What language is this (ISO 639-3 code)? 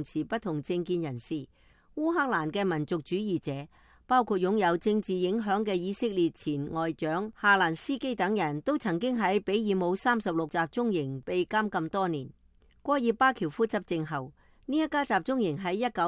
yue